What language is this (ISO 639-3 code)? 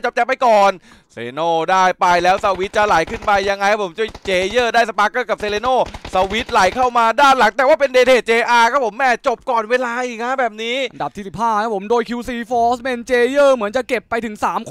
tha